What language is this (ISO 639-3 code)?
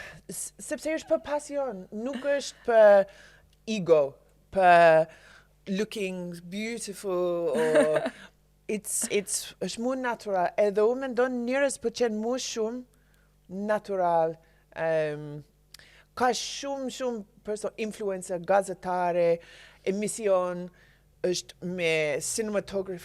sqi